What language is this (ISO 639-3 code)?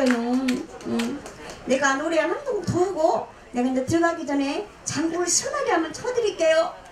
kor